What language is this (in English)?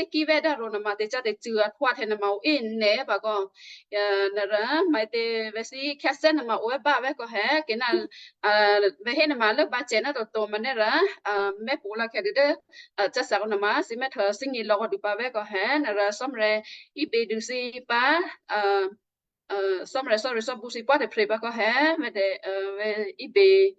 Western Kayah